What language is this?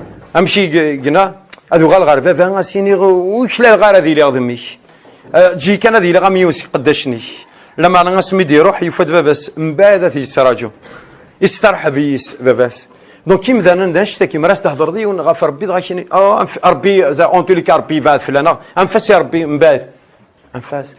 Kabyle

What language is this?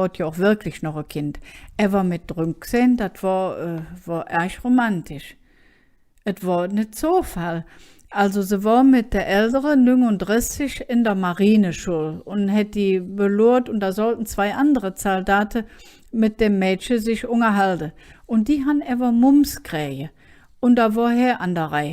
Colognian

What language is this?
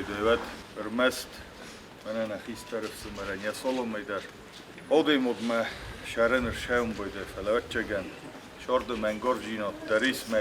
Ossetic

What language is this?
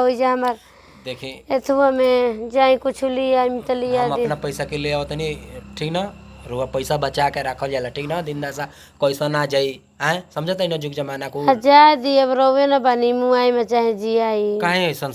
Bhojpuri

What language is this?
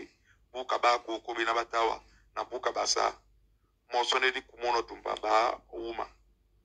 Duala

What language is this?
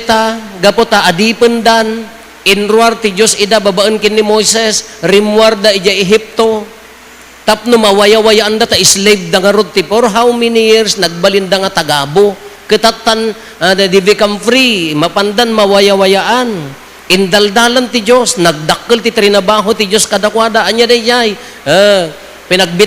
Iloko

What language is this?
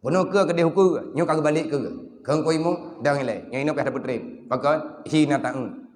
Achinese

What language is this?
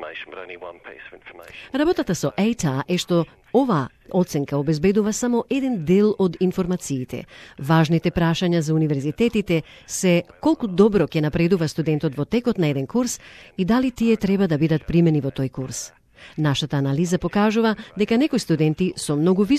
Macedonian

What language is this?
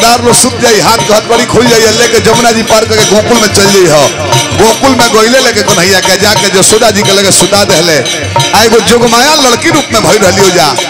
Bhojpuri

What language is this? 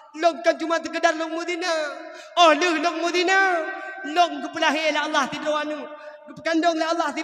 Achinese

